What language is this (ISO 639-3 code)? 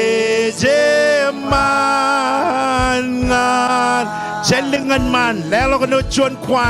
mah